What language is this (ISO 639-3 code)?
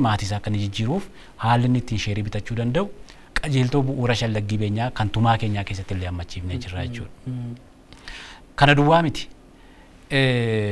orm